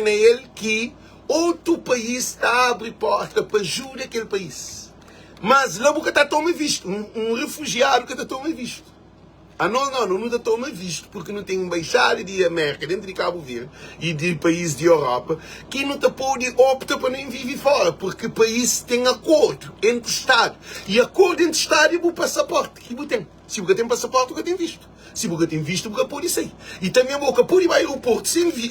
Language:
Kabuverdianu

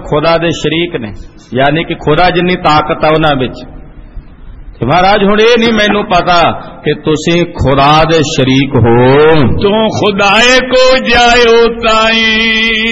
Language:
Punjabi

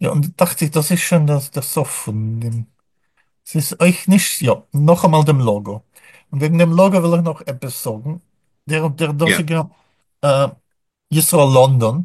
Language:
Yiddish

